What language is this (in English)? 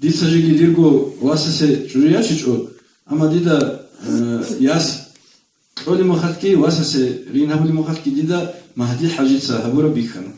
Avaric